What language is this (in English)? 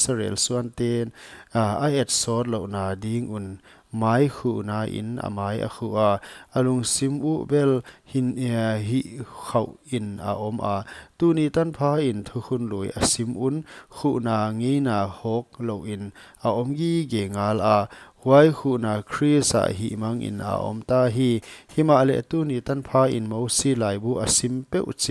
Paite Chin